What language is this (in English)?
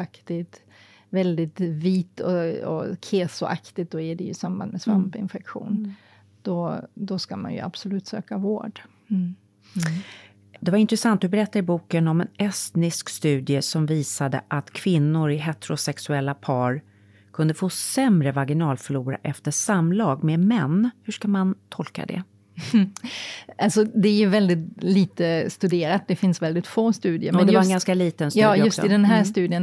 Swedish